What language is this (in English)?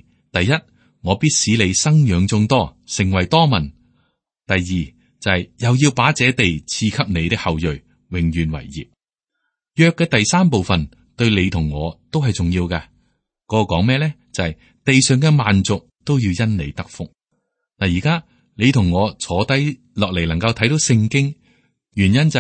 Cantonese